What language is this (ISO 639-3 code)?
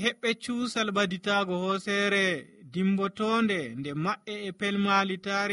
fuv